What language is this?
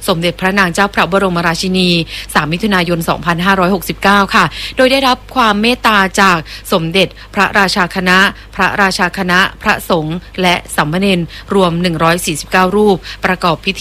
Thai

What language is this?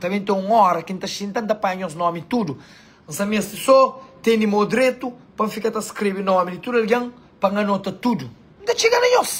Kabuverdianu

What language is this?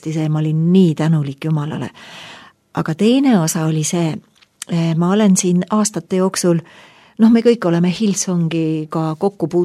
Estonian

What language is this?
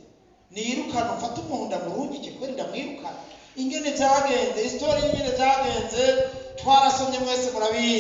Rundi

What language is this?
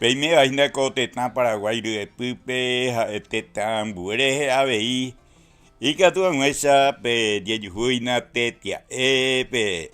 Guarani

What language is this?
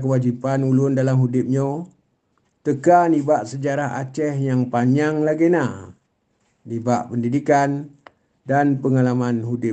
Achinese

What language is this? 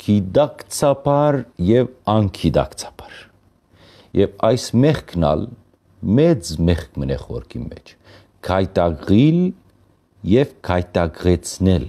Western Armenian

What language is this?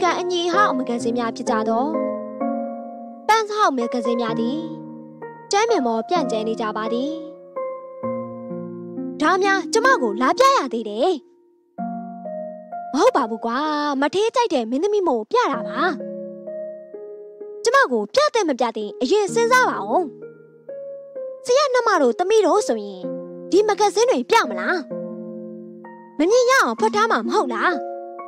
Burmese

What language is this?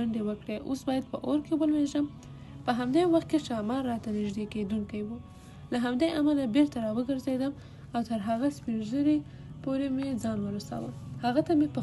Pashto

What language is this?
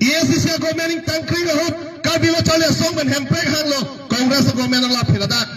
Karbi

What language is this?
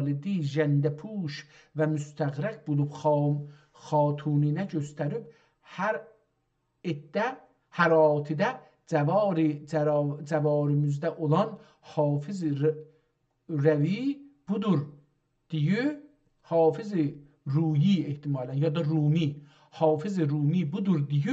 South Azerbaijani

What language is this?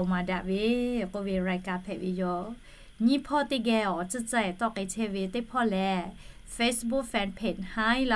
Lahu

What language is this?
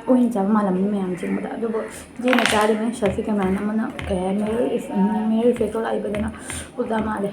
Manipuri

